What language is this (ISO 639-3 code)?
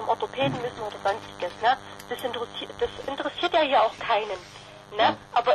deu